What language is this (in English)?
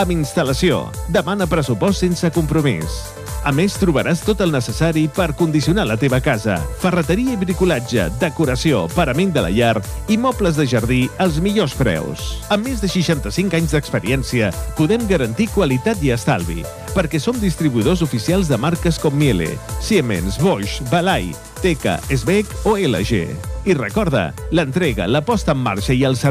Catalan